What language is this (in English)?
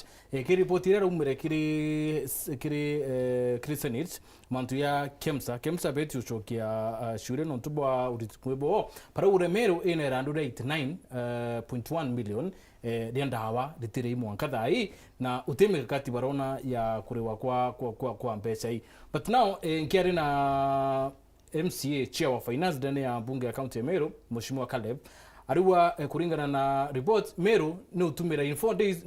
Meru